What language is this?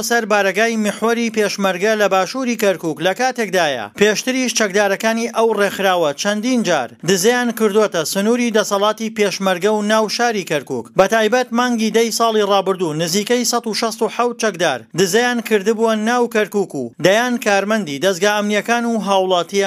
Central Kurdish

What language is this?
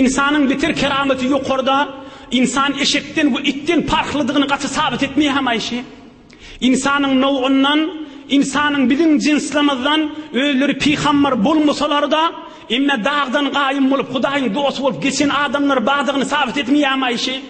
Turkmen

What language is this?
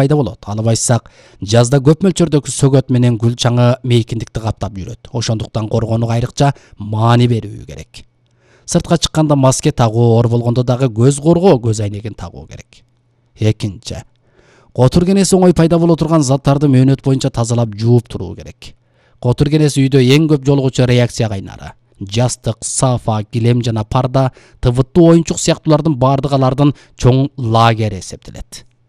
Kyrgyz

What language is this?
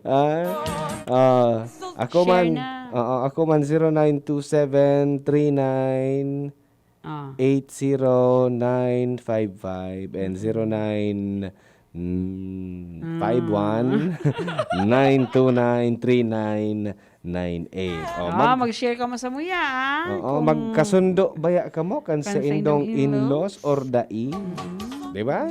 Bikol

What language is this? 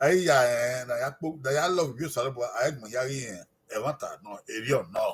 Bini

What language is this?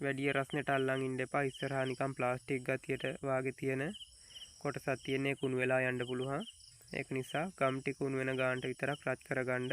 Sinhala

